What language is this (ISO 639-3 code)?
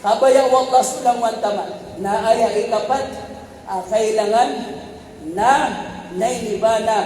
mrw